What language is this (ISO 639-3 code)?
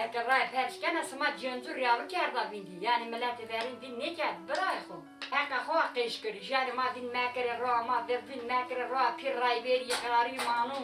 zza